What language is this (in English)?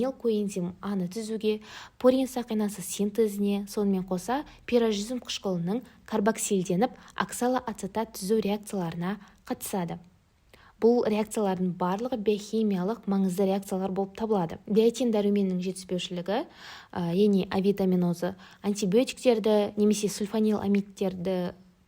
Kazakh